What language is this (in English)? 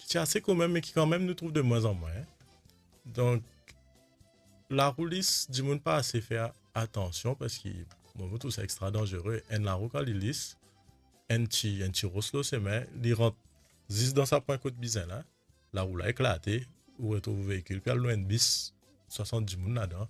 Morisyen